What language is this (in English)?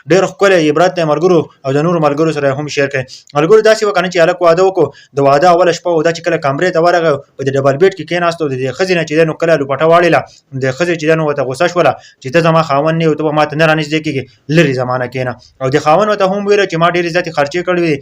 Pashto